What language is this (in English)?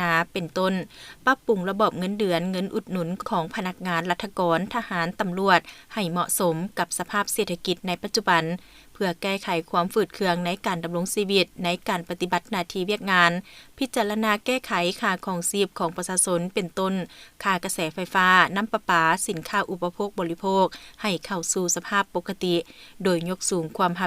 Lao